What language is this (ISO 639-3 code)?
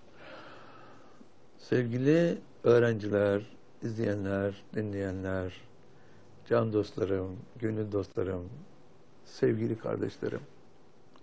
tur